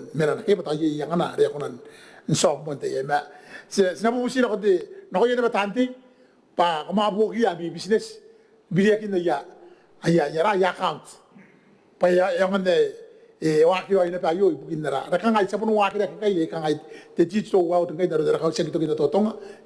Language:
Gilbertese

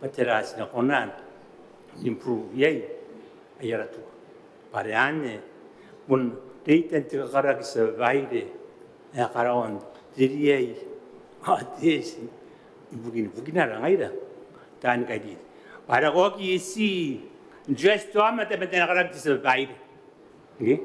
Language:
Gilbertese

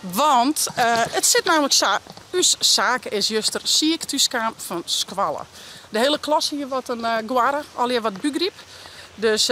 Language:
Western Frisian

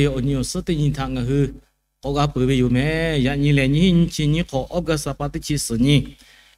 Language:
Lahu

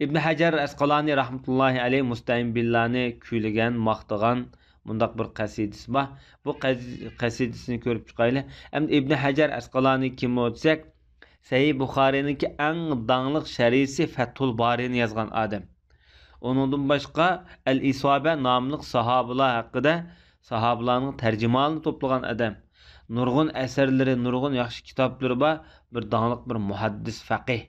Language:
Uyghur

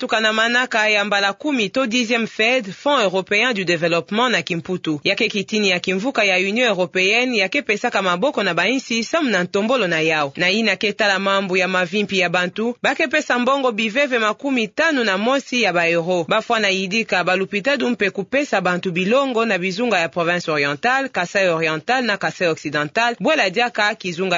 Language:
Kituba (Democratic Republic of Congo)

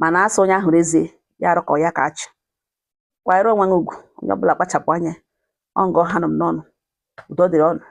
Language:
Igbo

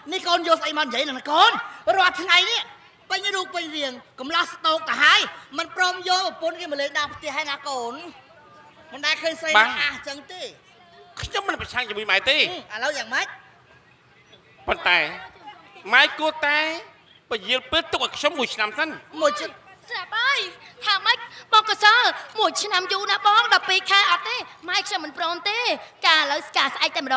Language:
Khmer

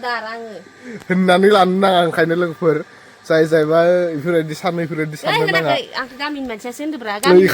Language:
Bodo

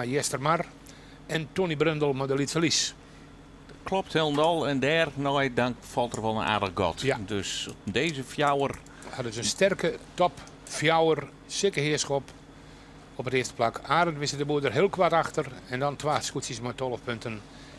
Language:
Western Frisian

